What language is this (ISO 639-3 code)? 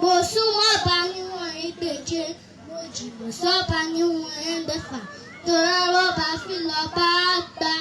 yor